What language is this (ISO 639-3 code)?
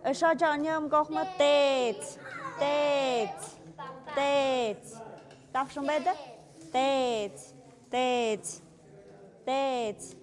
mxp